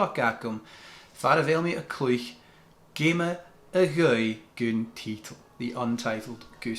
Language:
Scottish Gaelic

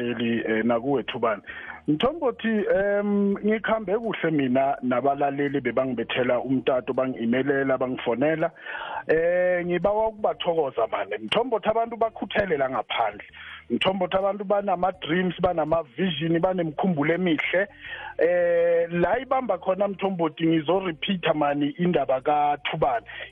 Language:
South Ndebele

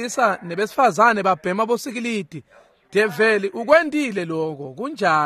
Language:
Swati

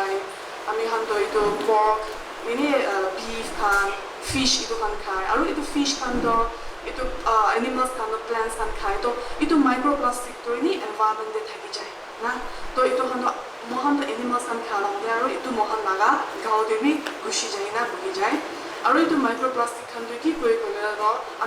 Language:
Naga Pidgin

